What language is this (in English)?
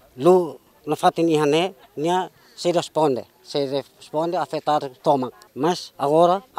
Tetum